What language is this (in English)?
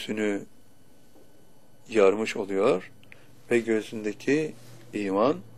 Turkish